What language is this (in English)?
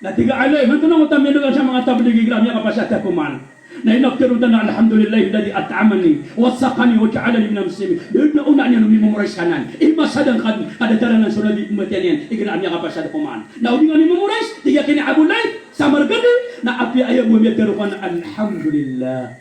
Maranao